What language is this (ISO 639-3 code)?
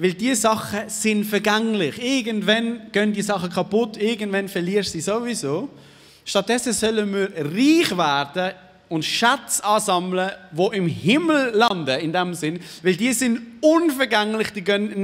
gsw